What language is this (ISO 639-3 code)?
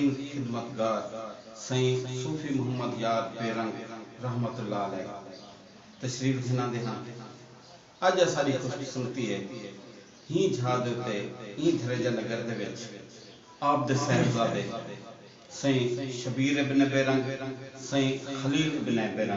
skr